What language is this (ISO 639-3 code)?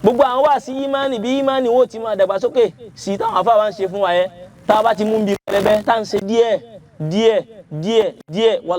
yor